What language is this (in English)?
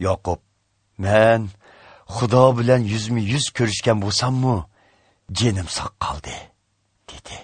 Uyghur